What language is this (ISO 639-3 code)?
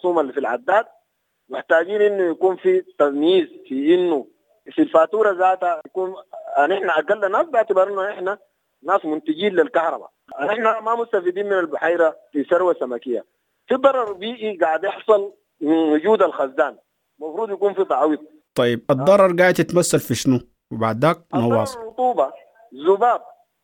apd